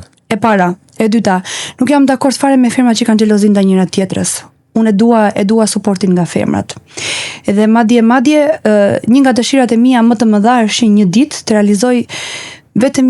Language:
Albanian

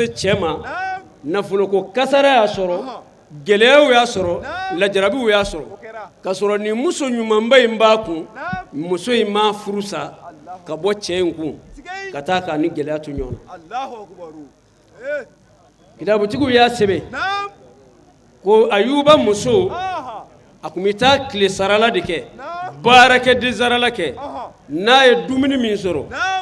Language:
Bambara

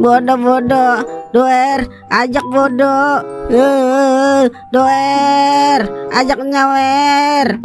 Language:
Betawi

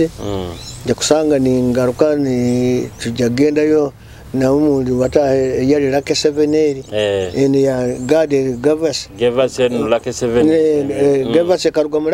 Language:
Nyoro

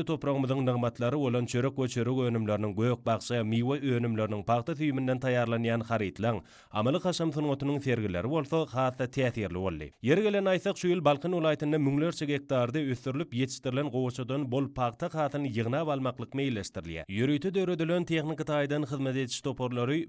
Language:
Turkmen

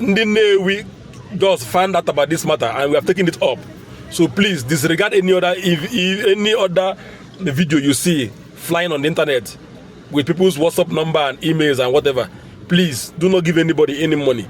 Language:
Igbo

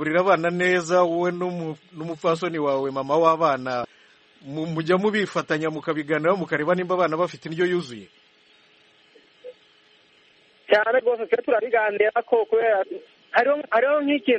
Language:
Kinyarwanda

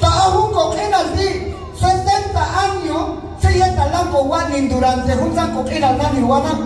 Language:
Q'anjob'al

